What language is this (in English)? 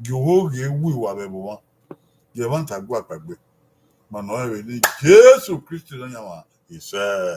Bini